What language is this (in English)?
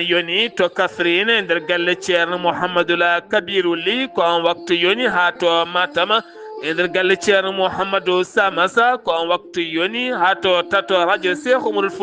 Fula